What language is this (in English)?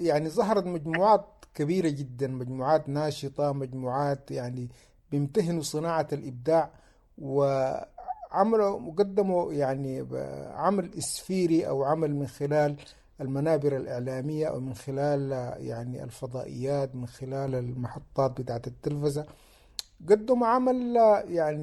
Sudanese Arabic